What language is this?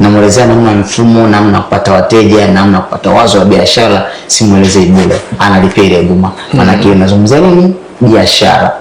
Swahili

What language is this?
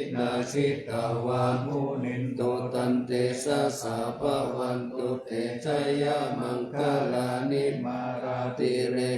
Pali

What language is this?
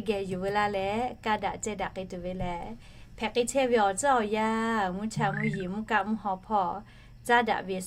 Lahu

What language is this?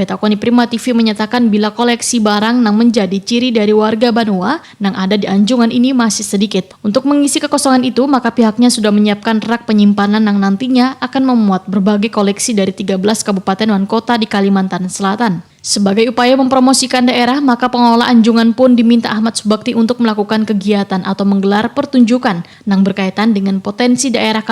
Banjar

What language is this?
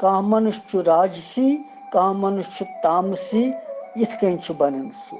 Kashmiri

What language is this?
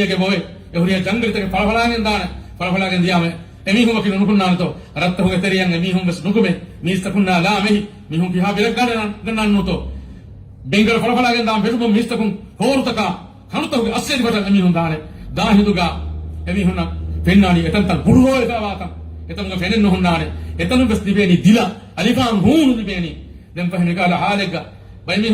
Divehi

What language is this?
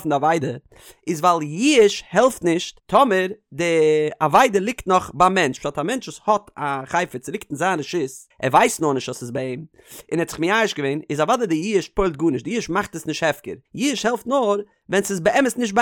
Yiddish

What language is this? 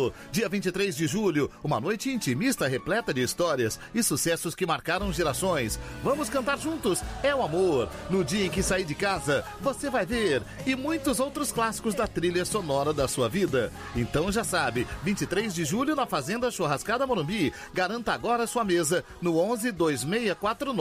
Portuguese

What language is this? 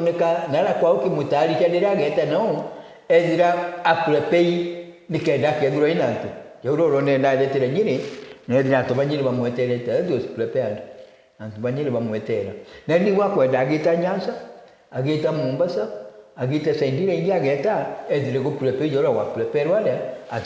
Meru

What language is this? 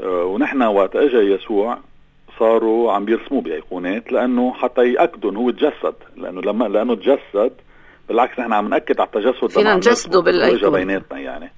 North Levantine Arabic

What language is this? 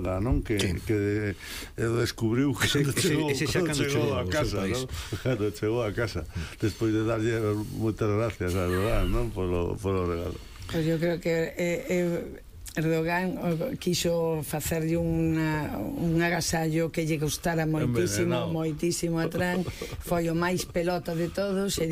Galician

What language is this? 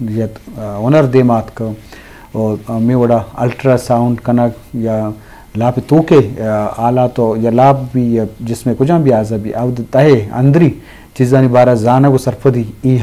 Eastern Balochi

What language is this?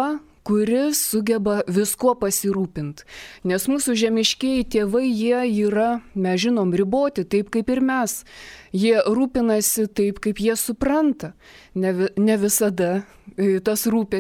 Lithuanian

